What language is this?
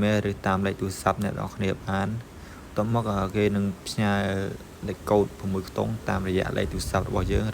Khmer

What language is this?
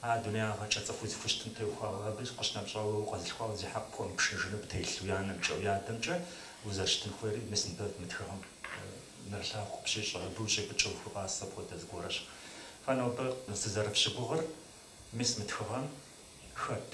Kabardian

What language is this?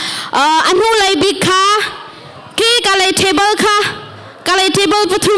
Hakha Chin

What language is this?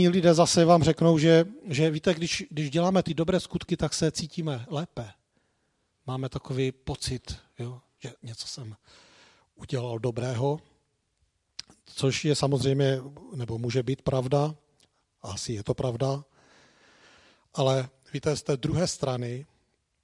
Czech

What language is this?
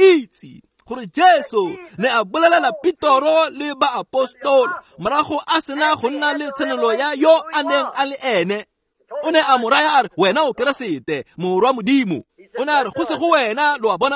Tswana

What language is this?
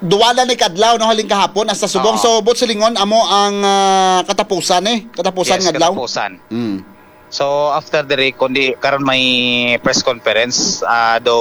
Hiligaynon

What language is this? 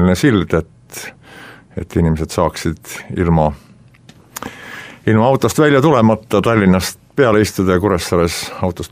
Estonian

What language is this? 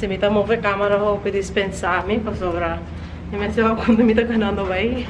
Papiamento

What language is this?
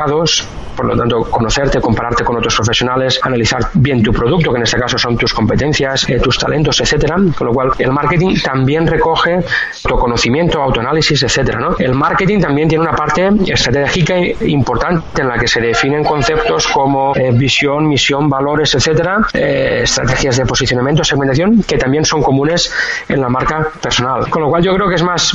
Spanish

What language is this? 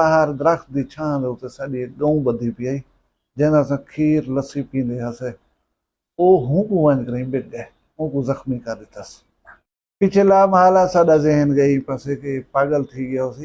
Saraiki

